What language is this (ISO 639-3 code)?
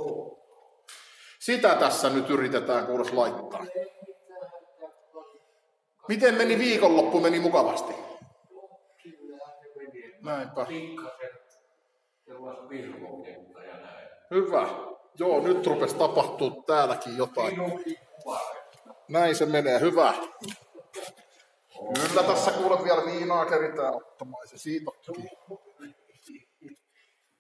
fin